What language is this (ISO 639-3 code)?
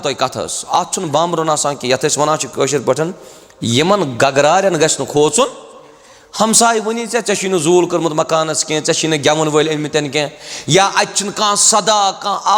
kas